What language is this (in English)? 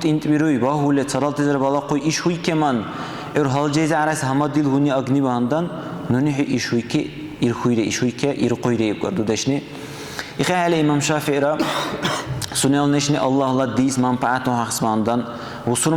Dargwa